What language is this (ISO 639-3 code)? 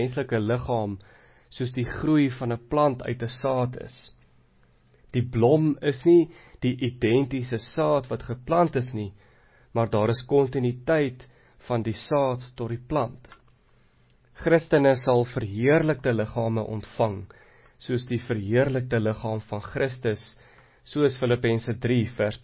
afr